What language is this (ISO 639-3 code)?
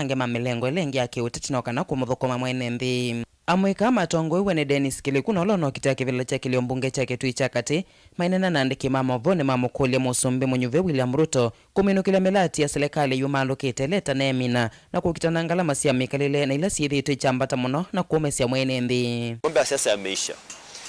kam